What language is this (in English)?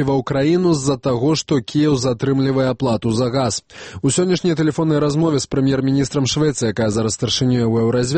Belarusian